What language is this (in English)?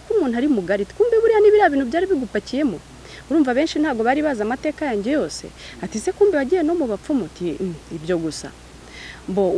Kinyarwanda